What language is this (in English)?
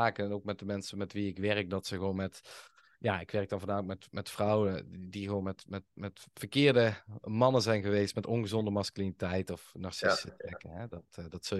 Dutch